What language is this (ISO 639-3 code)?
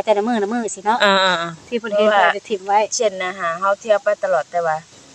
tts